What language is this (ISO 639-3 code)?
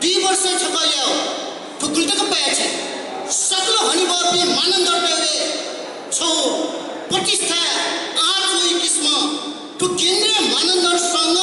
new